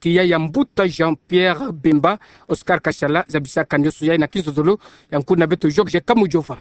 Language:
Kituba (Democratic Republic of Congo)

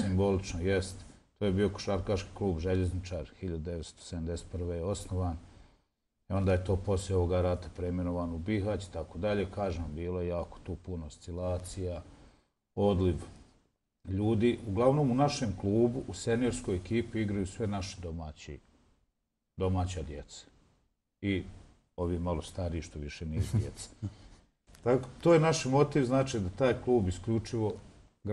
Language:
Bosnian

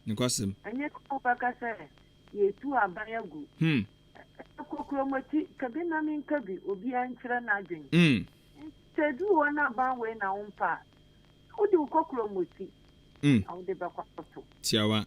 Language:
Akan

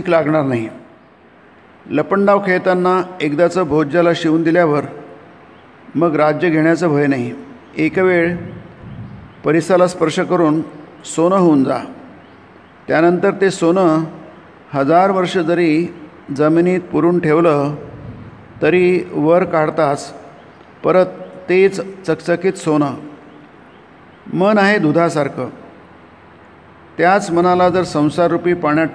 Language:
Marathi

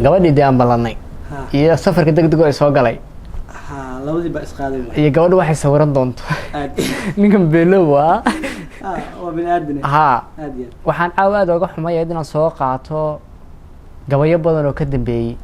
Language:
Somali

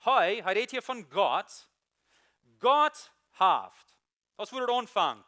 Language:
Plautdietsch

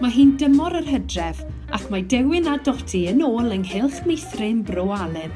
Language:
Welsh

